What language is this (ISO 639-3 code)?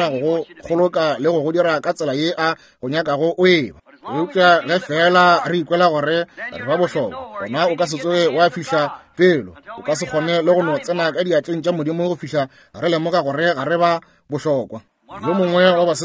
nso